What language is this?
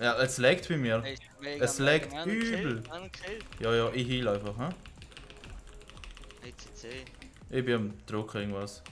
Swiss German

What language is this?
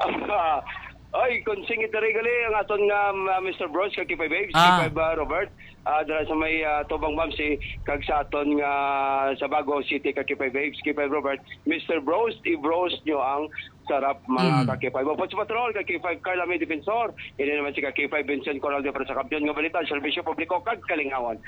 Hiligaynon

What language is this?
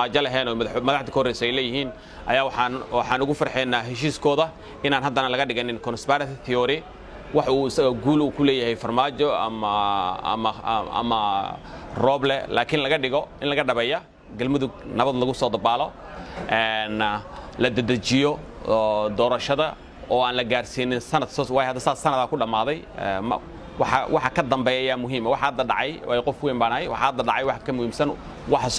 Somali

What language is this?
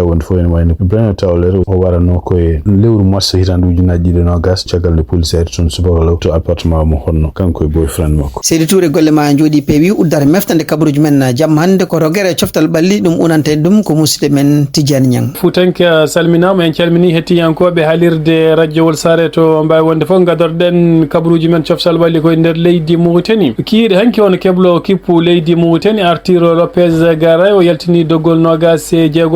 Fula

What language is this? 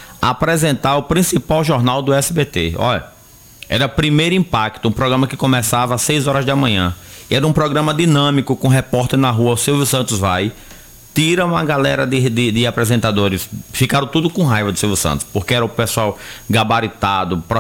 Portuguese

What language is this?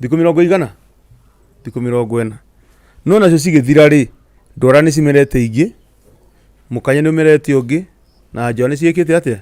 Kikuyu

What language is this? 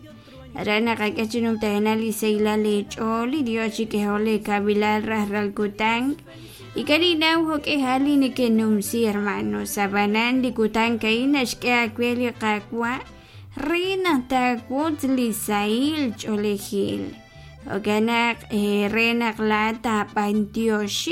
Kekchí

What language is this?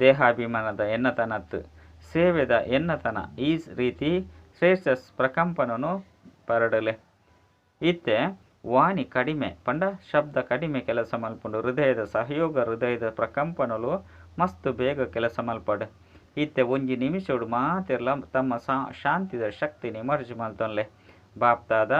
Tulu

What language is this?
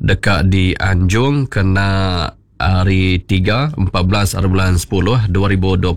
Iban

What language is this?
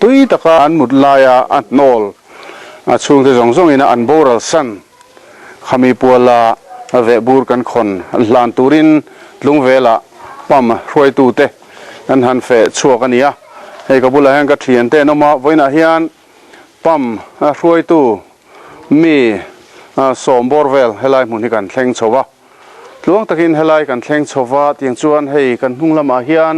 Mizo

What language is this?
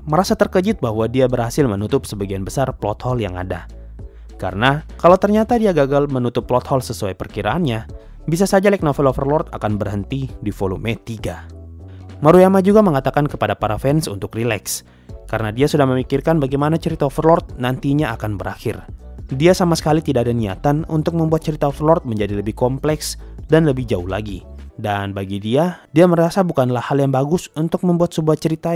Indonesian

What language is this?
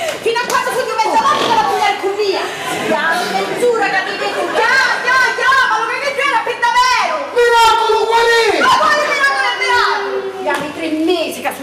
Sicilian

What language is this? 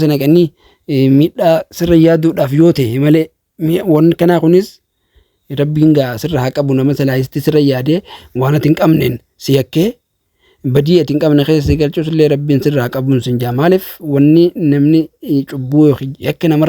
Oromo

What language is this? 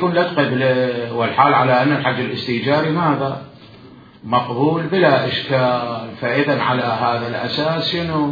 Mesopotamian Arabic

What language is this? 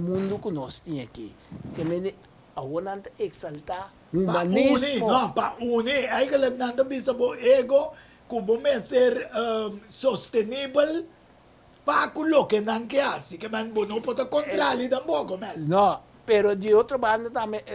Papiamento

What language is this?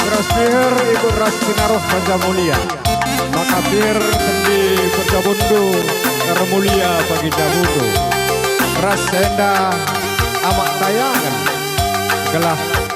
Batak Karo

